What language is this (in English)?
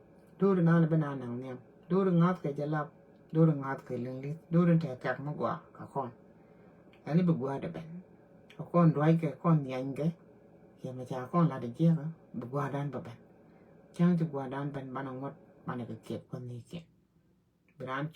Nuer